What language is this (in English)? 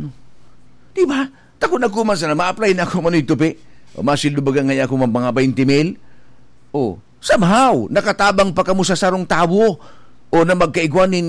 Bikol